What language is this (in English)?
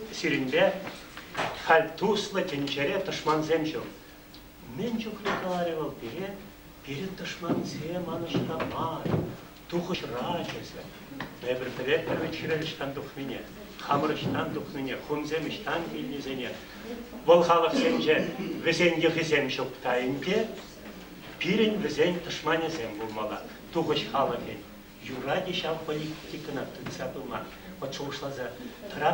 Chuvash